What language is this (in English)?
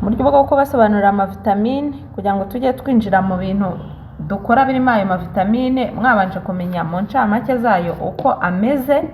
Kinyarwanda